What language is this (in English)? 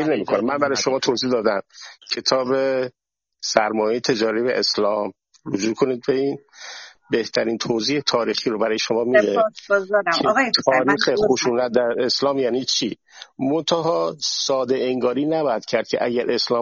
Persian